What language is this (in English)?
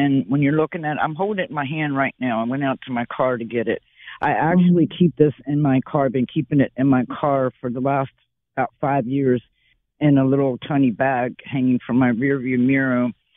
English